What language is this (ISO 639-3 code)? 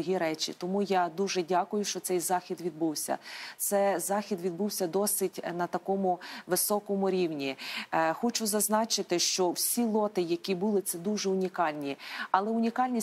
ukr